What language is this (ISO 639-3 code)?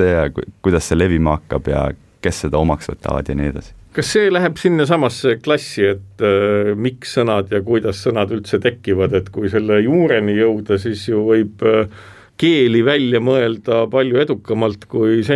est